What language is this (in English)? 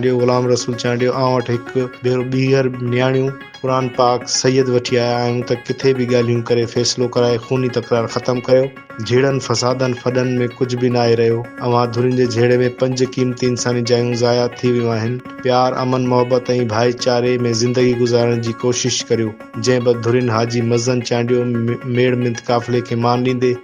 Sindhi